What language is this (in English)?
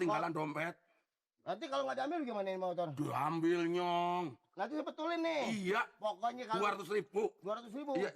Betawi